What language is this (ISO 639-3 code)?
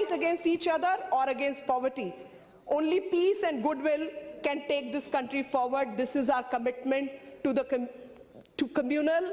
hin